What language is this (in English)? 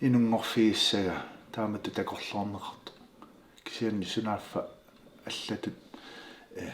Kalaallisut